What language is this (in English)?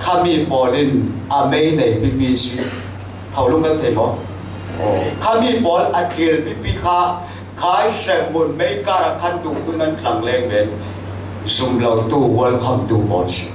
Falam Chin